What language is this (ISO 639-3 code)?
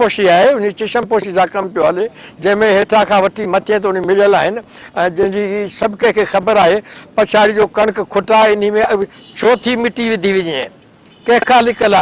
snd